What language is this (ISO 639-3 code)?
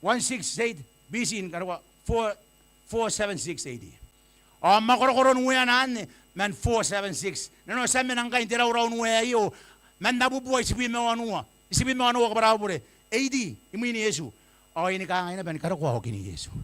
gil